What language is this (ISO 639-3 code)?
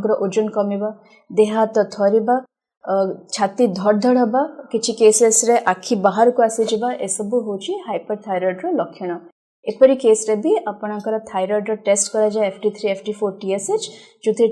ori